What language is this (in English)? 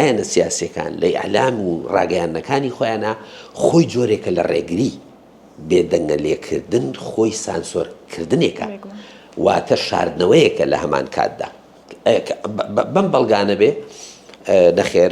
Central Kurdish